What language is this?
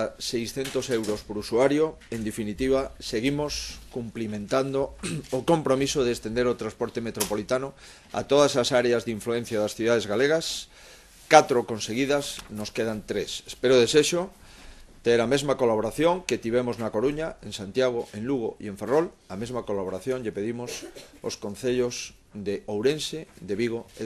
Galician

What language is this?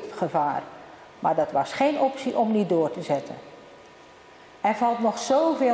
Dutch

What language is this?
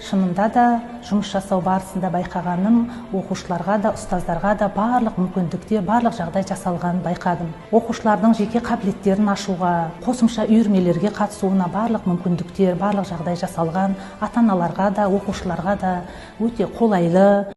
Kazakh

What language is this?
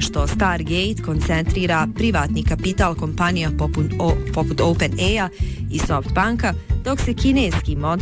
Bosnian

